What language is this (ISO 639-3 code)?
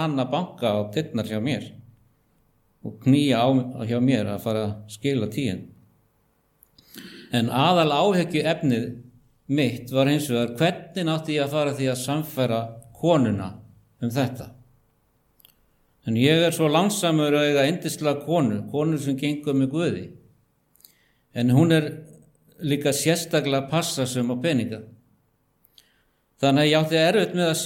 isl